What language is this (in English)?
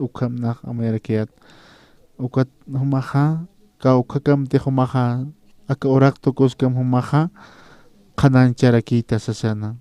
Aymara